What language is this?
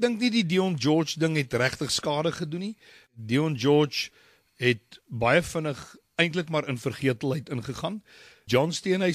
Afrikaans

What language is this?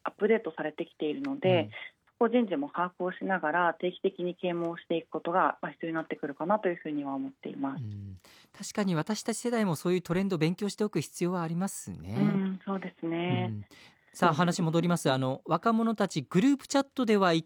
Japanese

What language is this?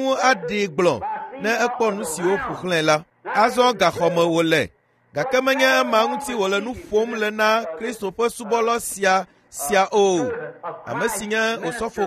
Ewe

